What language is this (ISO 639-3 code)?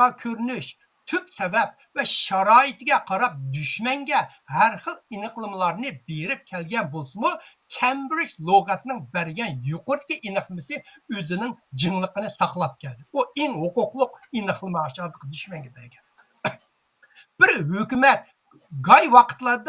uig